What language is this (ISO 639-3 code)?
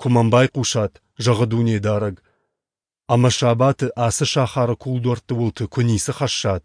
oss